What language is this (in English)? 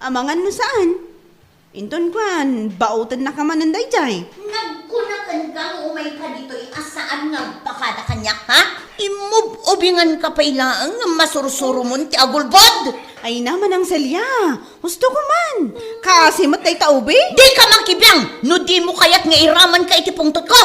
Iloko